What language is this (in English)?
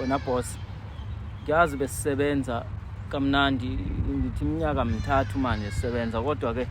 Zulu